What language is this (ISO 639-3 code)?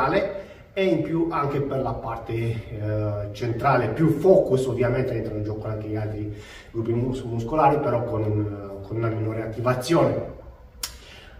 ita